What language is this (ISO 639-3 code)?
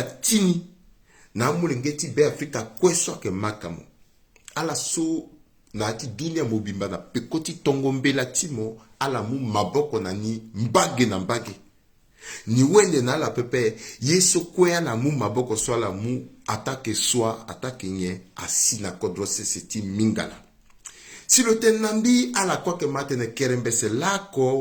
sag